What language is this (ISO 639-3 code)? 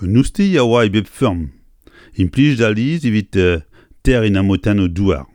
bre